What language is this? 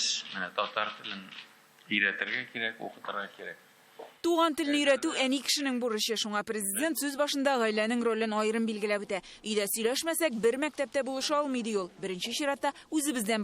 Tatar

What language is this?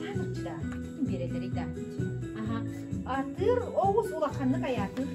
Yakut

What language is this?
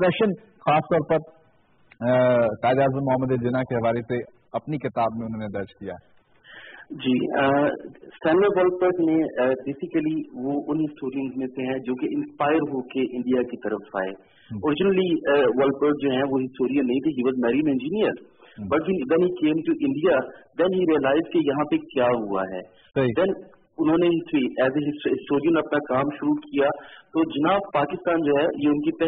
Urdu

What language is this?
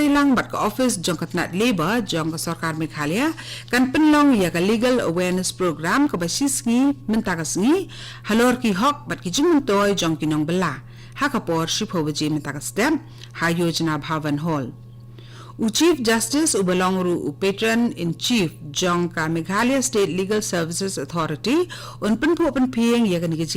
Khasi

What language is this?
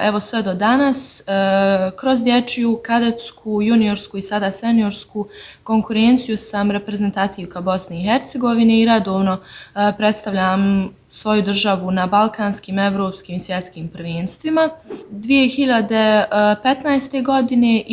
Bosnian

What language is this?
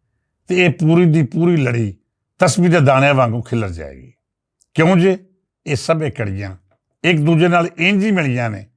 Western Panjabi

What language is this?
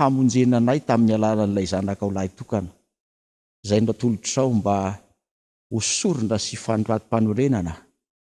Malagasy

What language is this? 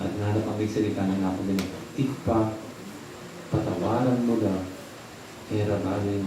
Pampanga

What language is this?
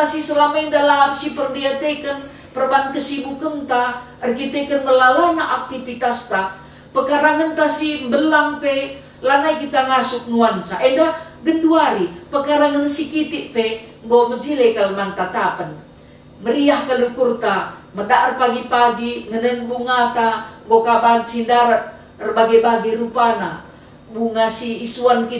Batak Karo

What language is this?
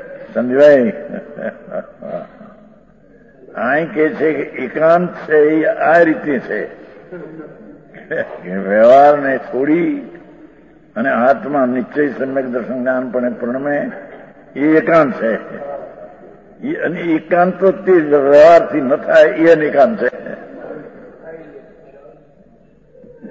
Gujarati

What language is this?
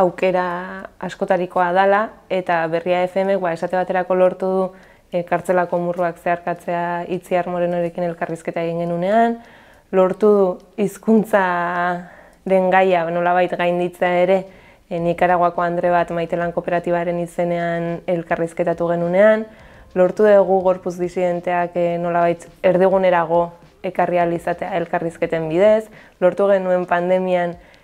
Basque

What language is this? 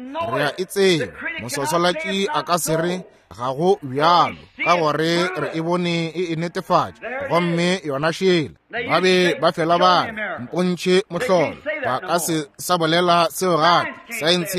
Northern Sotho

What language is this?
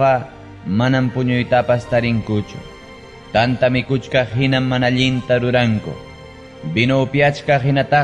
Ayacucho Quechua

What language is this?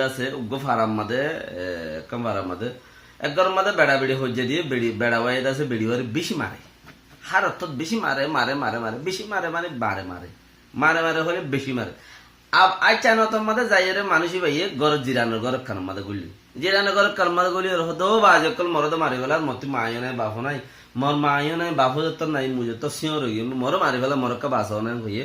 Rohingya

